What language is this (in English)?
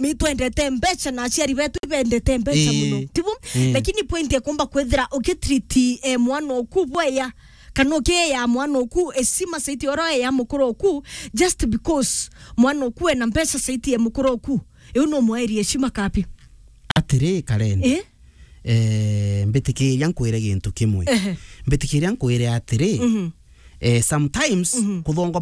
Meru